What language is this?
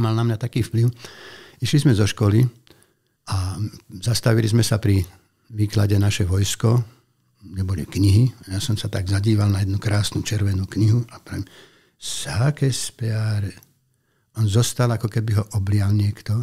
Slovak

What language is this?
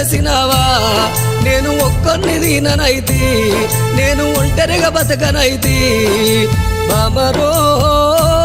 Telugu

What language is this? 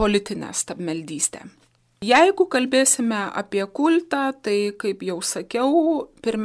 Lithuanian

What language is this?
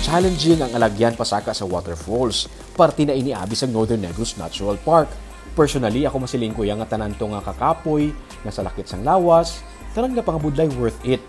Hiligaynon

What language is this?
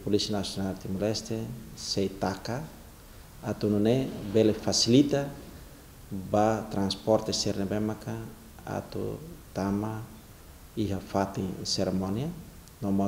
Tetum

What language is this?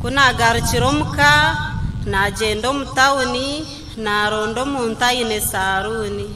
Nyankole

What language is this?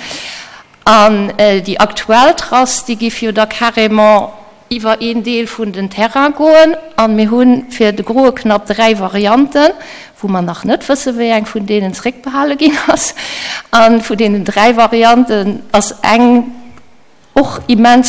Luxembourgish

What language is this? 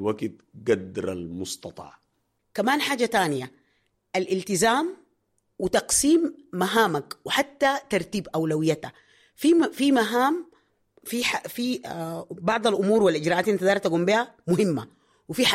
Sudanese Arabic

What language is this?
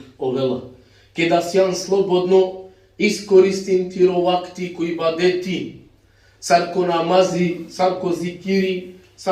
Balkan Romani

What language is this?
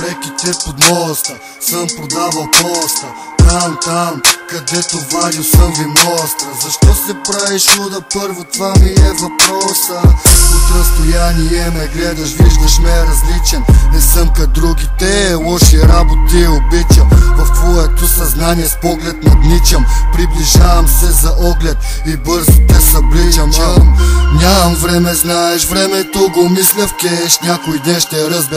Bulgarian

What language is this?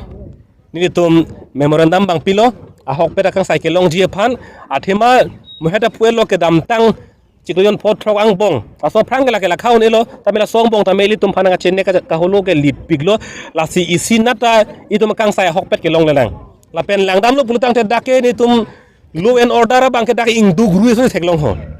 Karbi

